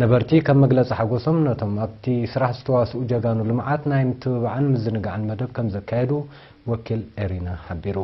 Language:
Tigrinya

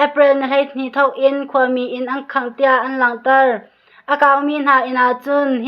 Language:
Hakha Chin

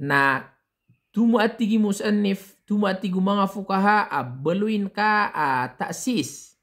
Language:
Maranao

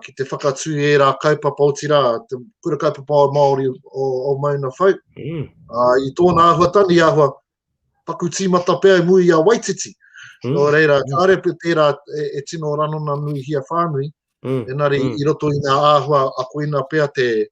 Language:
Māori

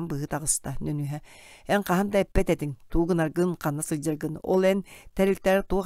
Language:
Yakut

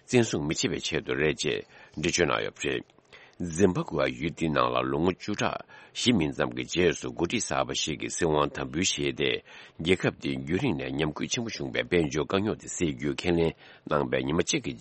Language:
Tibetan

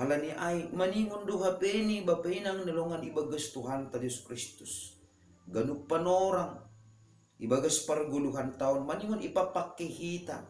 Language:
Batak Simalungun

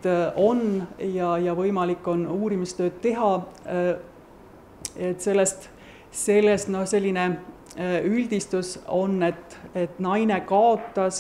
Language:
Estonian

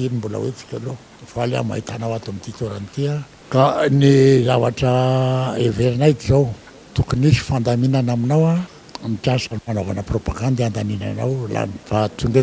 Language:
Malagasy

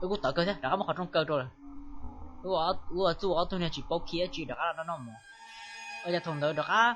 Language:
Hmong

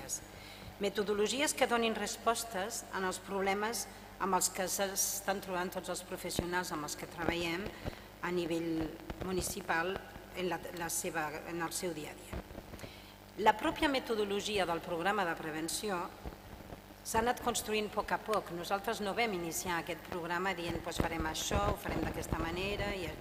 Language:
Catalan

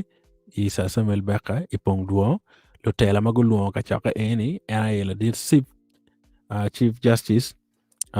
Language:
Acoli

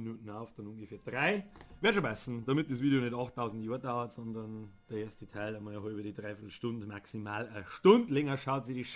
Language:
Bavarian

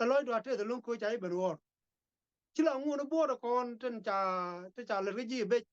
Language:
Nuer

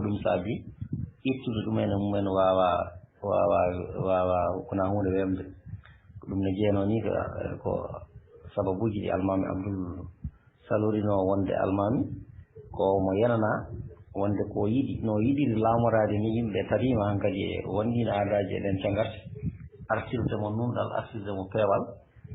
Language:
Fula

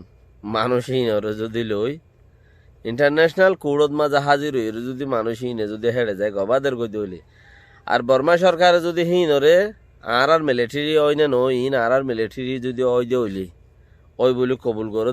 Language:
Rohingya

